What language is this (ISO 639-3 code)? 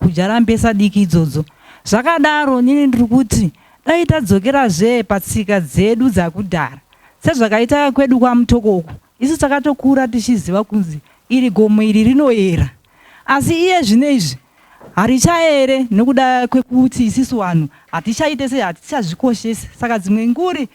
sna